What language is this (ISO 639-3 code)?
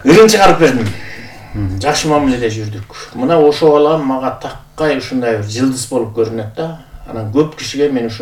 kir